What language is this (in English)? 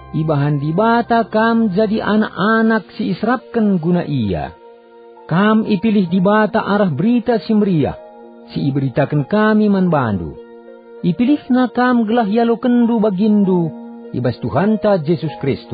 Batak Karo